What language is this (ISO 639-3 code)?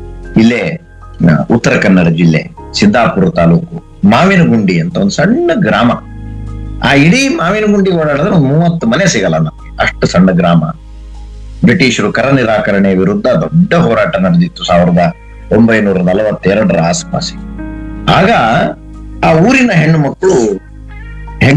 kan